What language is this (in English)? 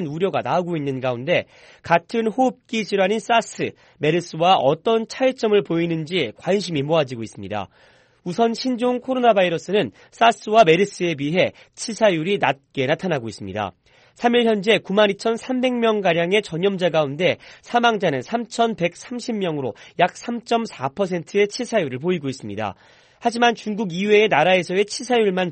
Korean